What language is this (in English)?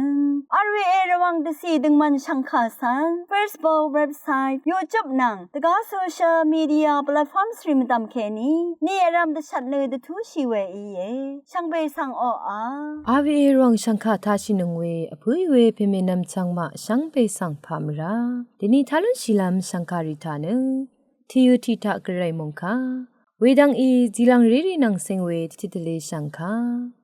Rawang